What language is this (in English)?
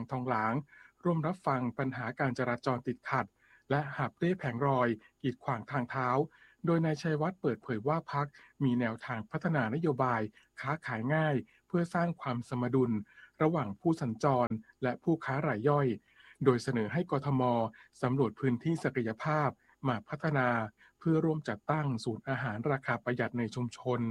Thai